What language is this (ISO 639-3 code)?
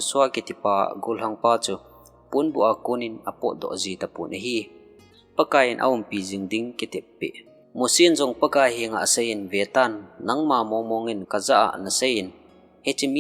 tcz